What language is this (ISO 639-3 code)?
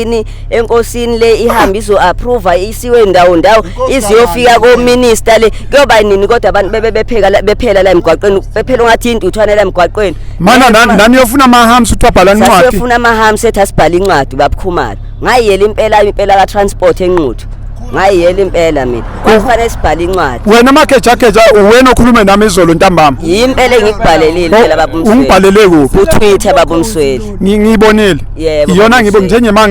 zul